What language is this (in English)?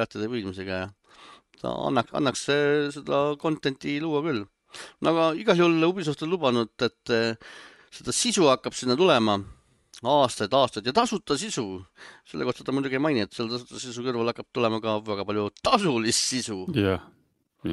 Estonian